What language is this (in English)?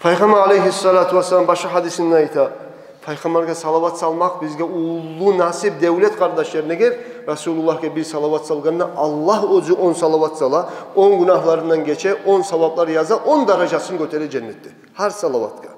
Kumyk